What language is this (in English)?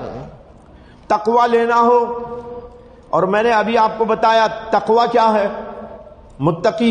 Urdu